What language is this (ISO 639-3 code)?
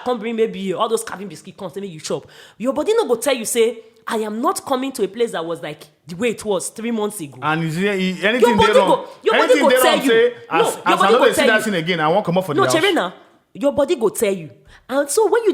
pcm